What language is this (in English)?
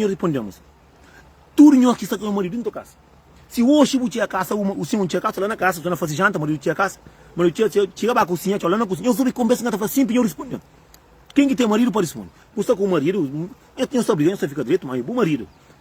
Kabuverdianu